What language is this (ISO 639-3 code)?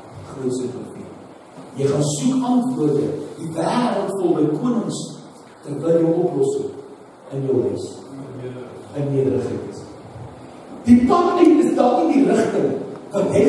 afr